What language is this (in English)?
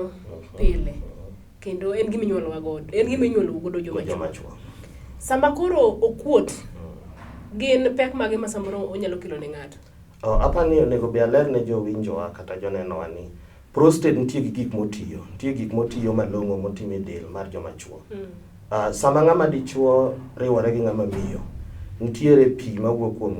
Luo (Kenya and Tanzania)